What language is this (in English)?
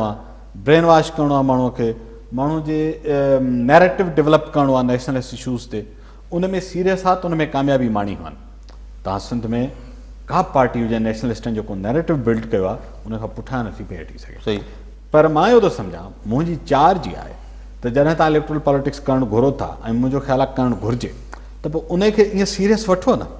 Sindhi